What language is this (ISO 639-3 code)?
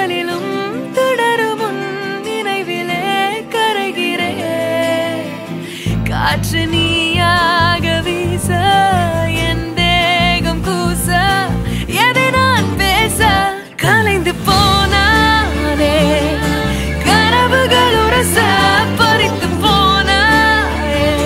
tam